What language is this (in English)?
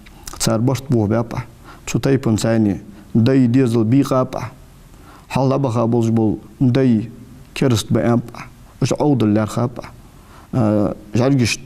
Ingush